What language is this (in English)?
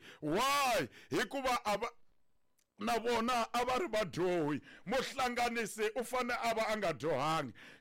Tsonga